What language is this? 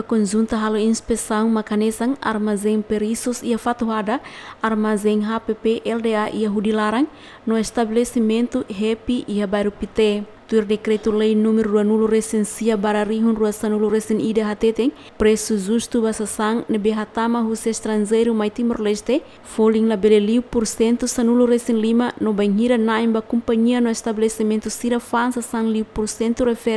Tetum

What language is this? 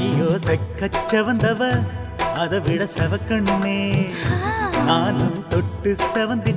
Tamil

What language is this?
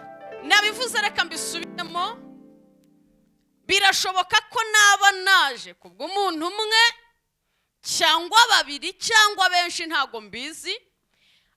Kinyarwanda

